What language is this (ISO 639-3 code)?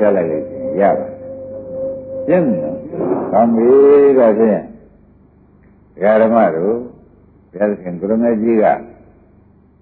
mya